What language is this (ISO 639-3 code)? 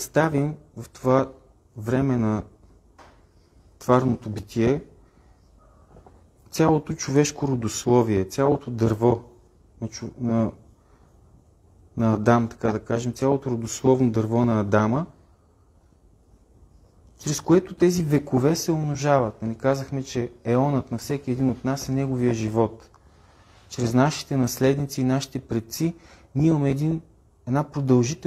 bul